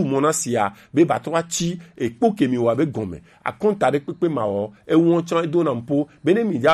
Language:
Gen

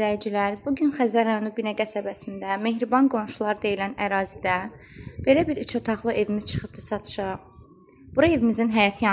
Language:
Azerbaijani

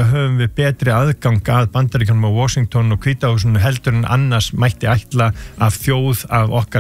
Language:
Icelandic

